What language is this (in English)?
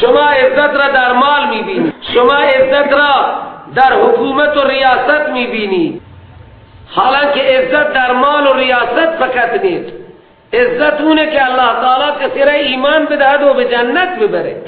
Persian